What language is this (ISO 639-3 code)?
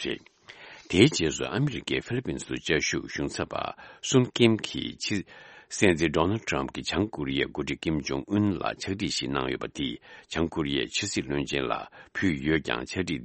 bod